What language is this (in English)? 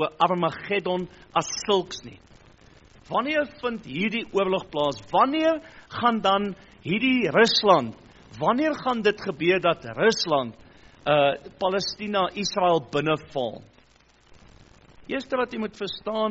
Afrikaans